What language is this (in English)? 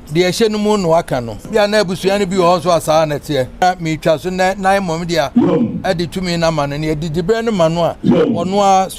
Akan